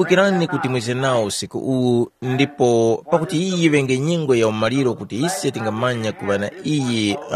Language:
Tumbuka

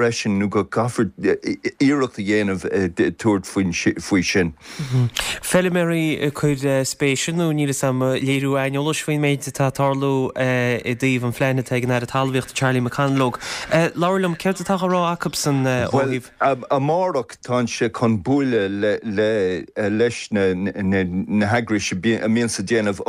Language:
Irish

